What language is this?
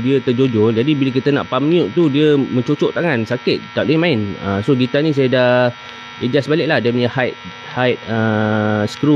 Malay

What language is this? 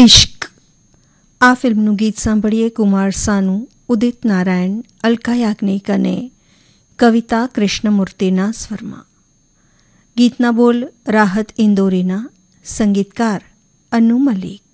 Gujarati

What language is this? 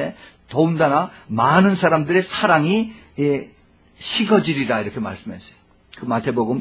Korean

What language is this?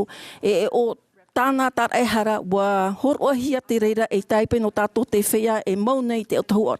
Tahitian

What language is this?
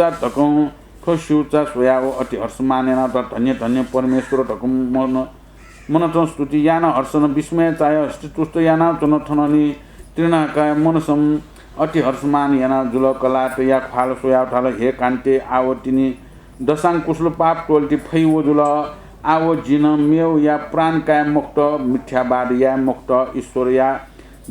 Newari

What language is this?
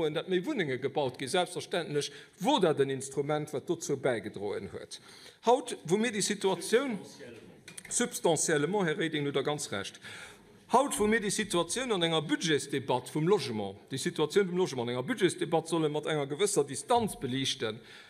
Luxembourgish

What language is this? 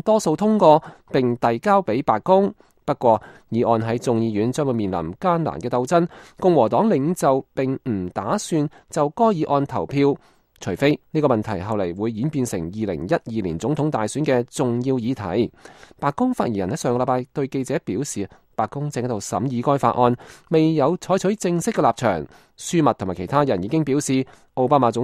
Cantonese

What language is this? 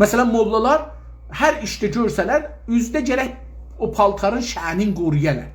South Azerbaijani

